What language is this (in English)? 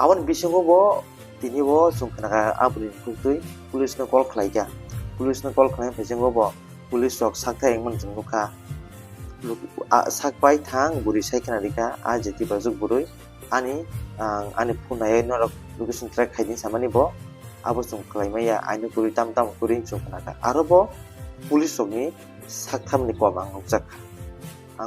Kok Borok